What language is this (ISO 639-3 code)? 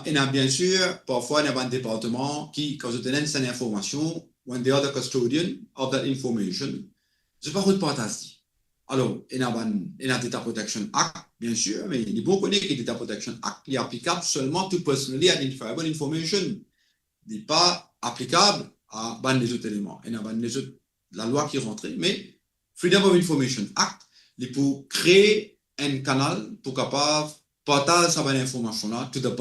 mfe